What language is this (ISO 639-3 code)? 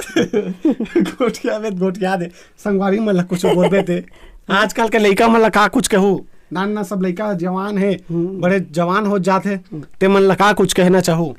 hne